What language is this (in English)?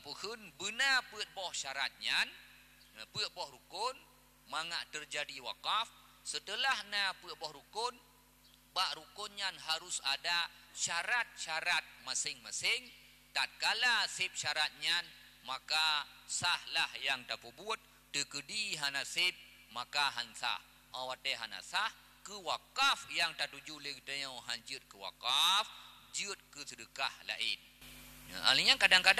Achinese